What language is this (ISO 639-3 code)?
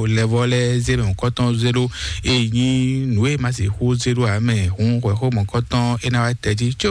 fon